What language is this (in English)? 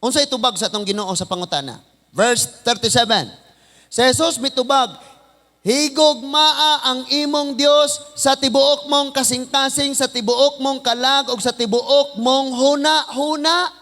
Cebuano